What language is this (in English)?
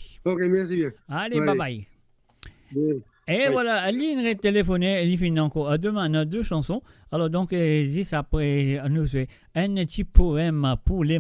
Morisyen